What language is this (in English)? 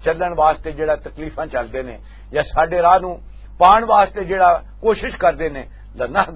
Western Panjabi